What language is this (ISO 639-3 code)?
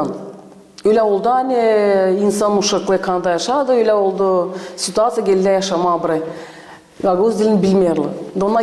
gag